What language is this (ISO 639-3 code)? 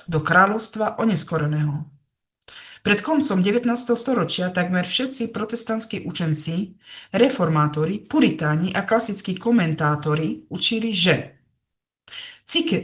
slk